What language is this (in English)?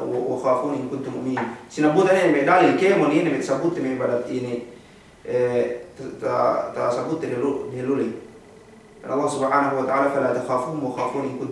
Yakan